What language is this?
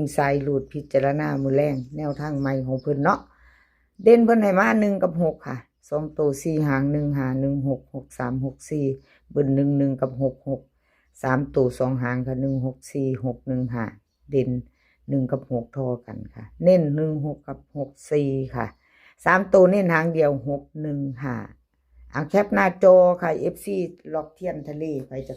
Northeastern Thai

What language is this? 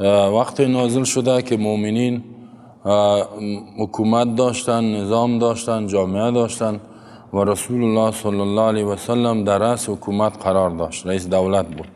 Persian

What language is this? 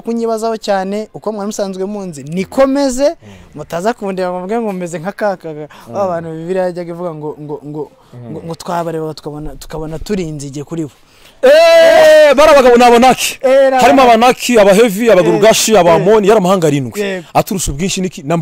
Kinyarwanda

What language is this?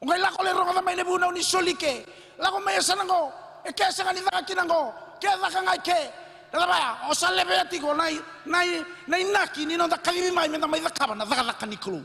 Fijian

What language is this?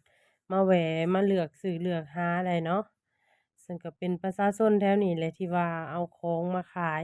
Lao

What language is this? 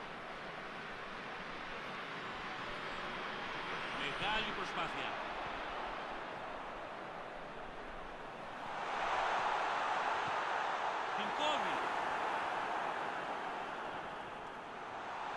Greek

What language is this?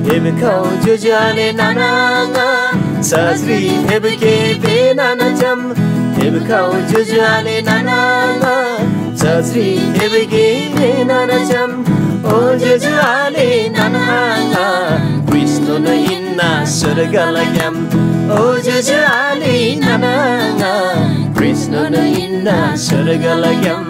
Eastern Tamang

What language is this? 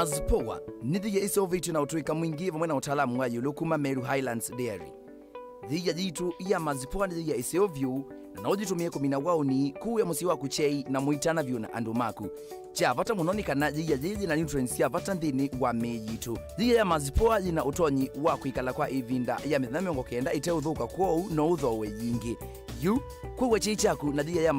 Kamba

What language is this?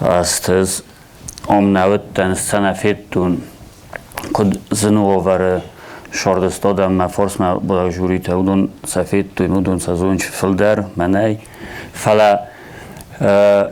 Ossetic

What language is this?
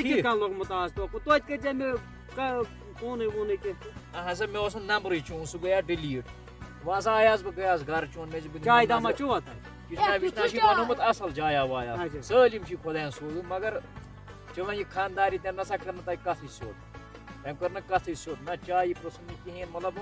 Kashmiri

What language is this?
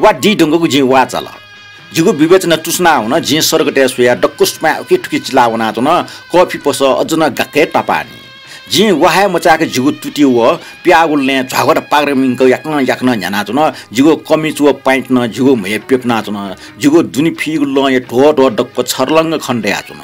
Newari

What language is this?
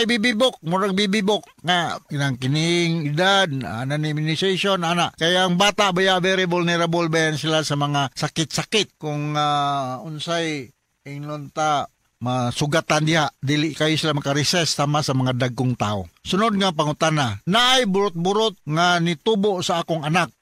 Cebuano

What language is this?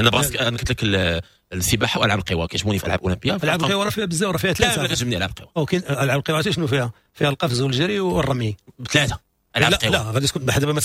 Moroccan Arabic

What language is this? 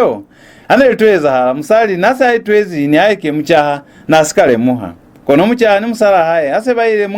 Lozi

